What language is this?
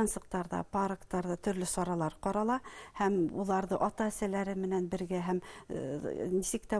Bashkir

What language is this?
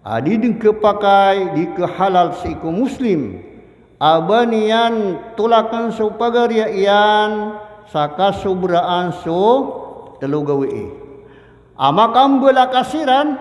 Maranao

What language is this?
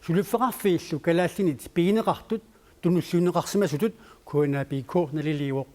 Kalaallisut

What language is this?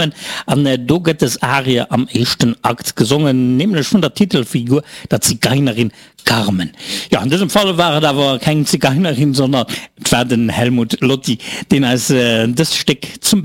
Luxembourgish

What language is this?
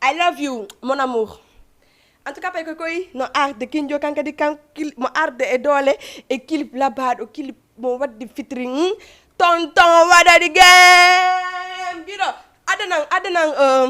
Fula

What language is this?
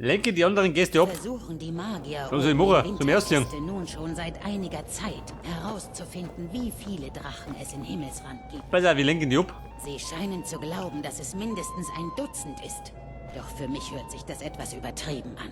Bavarian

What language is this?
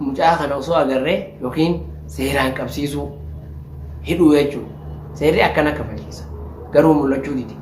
Oromo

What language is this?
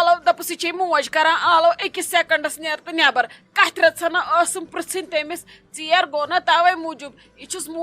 Kashmiri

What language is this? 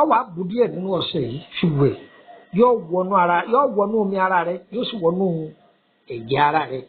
Yoruba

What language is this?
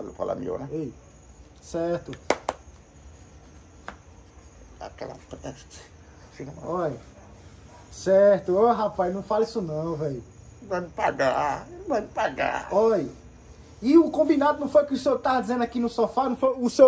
Portuguese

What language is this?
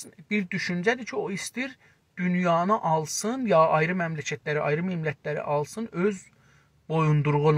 South Azerbaijani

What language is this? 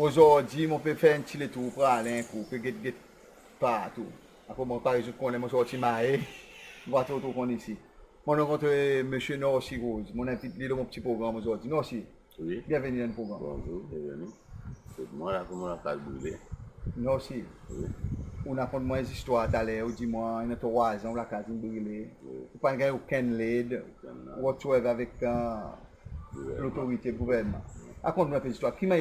Seselwa Creole French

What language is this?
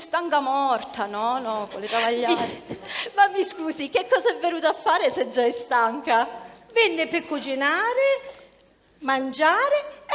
Sicilian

